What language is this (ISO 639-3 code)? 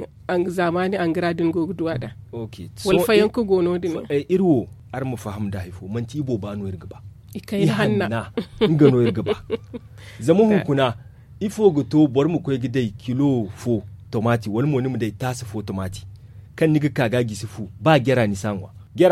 dje